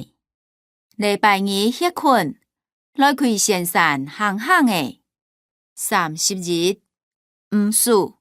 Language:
Hakka Chinese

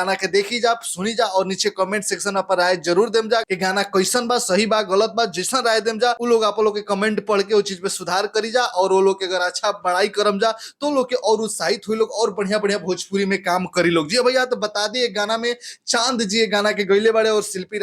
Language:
Bhojpuri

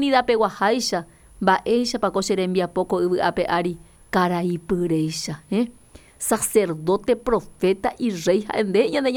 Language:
Guarani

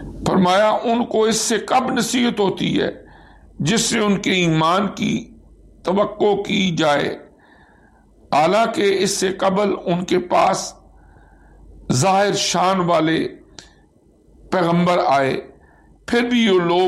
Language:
Urdu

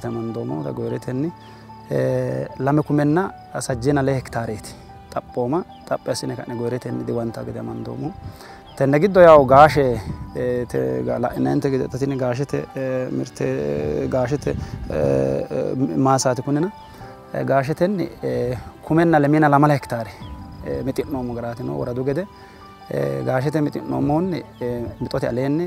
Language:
Sidamo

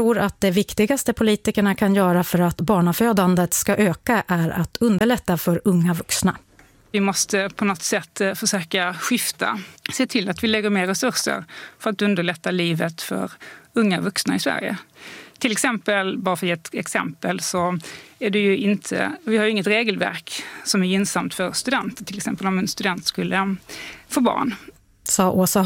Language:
Swedish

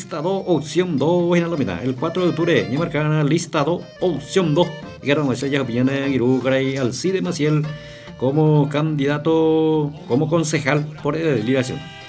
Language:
Guarani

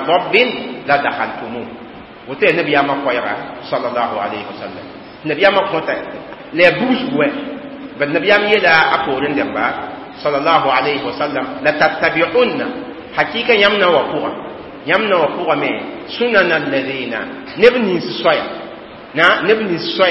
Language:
Mossi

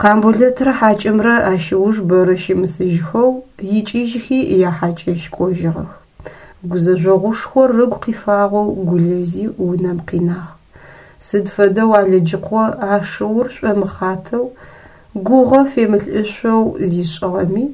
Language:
Adyghe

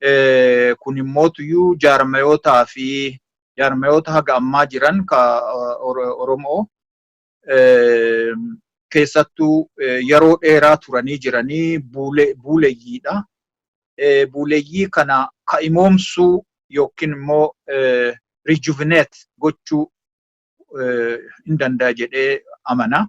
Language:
Oromo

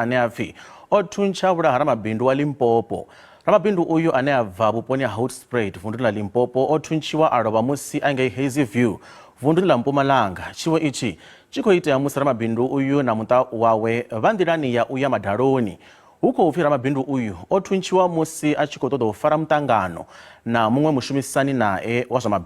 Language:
Venda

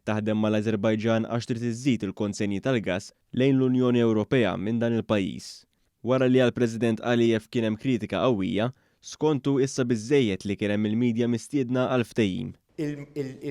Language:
Maltese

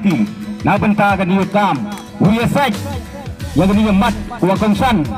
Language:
Khasi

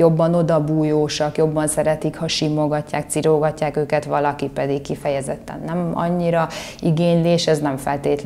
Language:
Hungarian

